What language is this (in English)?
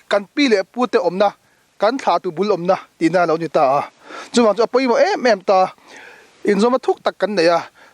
Mizo